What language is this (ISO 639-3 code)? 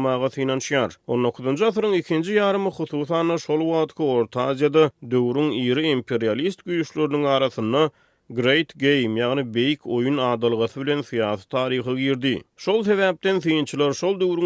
tuk